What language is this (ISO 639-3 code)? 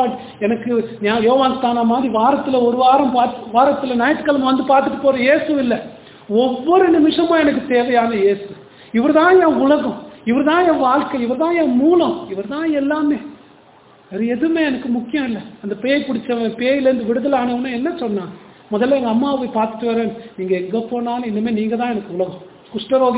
tam